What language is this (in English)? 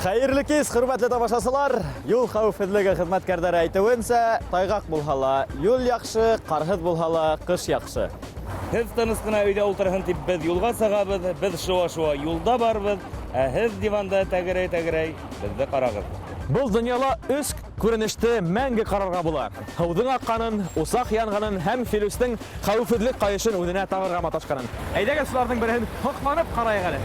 Bashkir